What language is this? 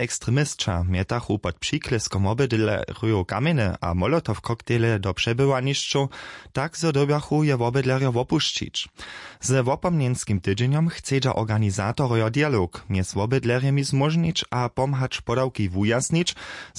Upper Sorbian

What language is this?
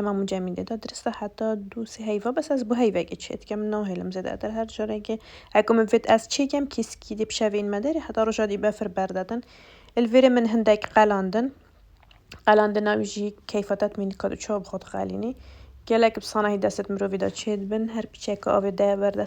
Kurdish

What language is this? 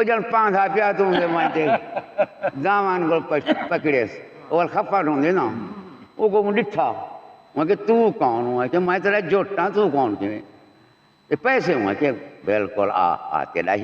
Saraiki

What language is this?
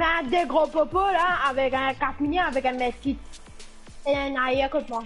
Morisyen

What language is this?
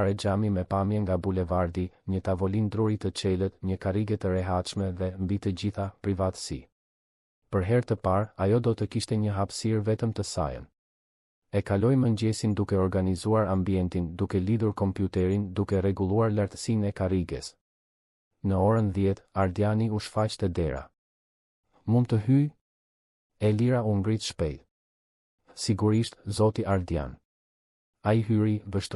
Albanian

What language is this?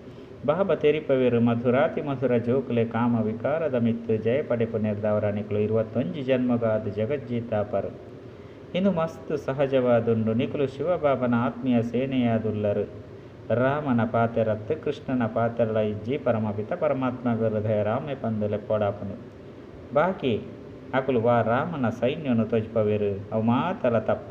Tulu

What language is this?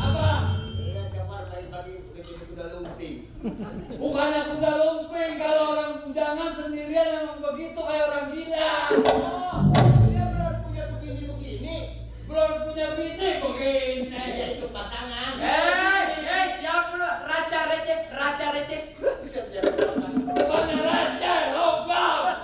Betawi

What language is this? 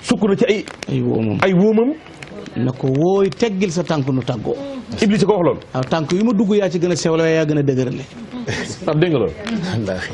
Wolof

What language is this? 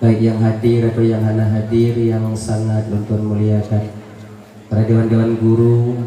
Achinese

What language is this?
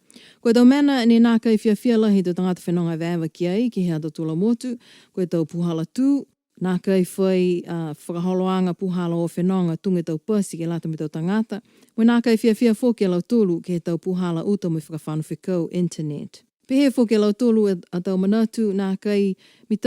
Niuean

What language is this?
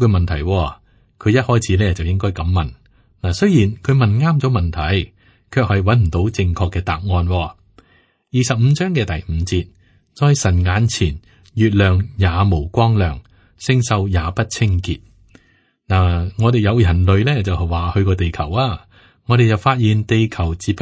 Cantonese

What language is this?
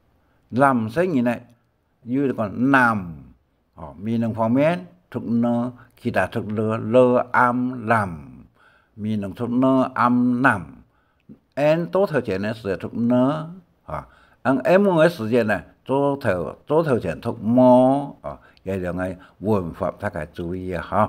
Hakka Chinese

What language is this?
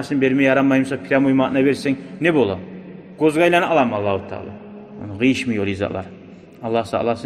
Kumyk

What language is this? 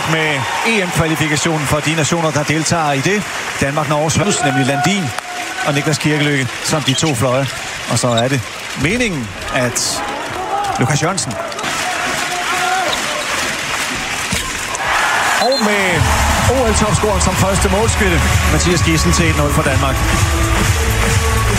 Danish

